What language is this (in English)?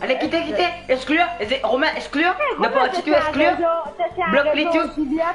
Morisyen